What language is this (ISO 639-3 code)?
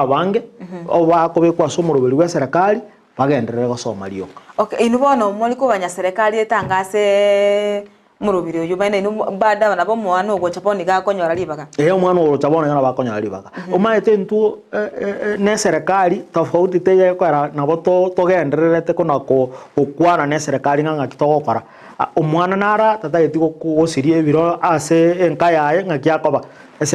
guz